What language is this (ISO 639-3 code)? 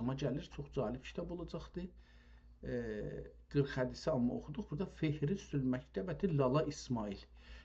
azb